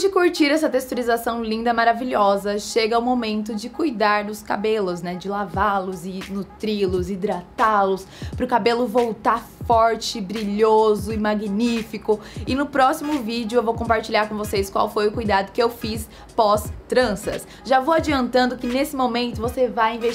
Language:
Portuguese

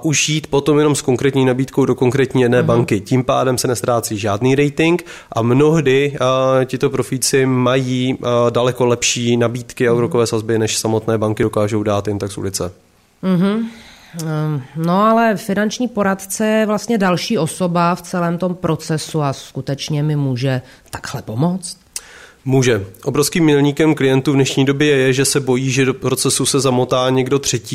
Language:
Czech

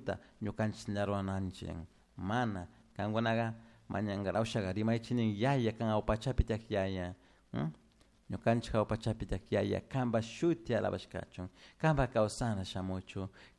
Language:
Chimborazo Highland Quichua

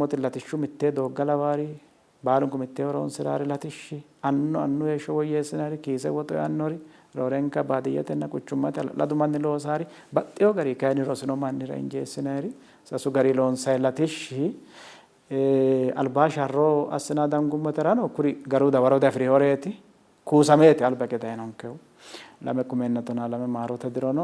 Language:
Sidamo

